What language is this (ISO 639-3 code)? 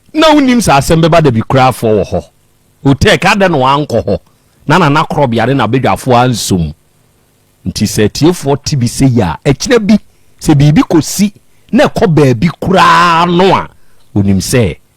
aka